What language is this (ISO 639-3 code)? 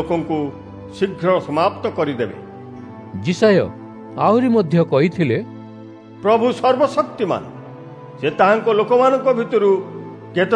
ori